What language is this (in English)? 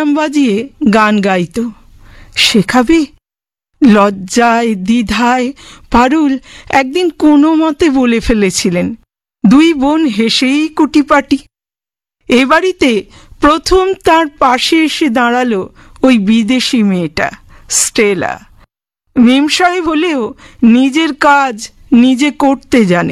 Bangla